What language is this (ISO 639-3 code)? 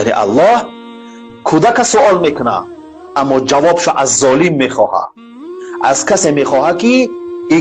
tgk